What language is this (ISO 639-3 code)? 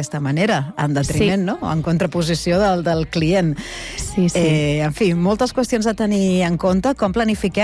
cat